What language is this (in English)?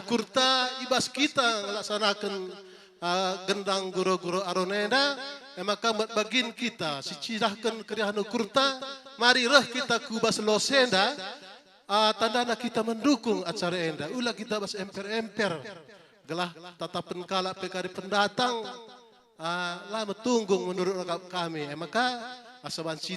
Batak Karo